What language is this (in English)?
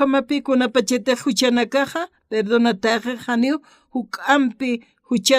Aymara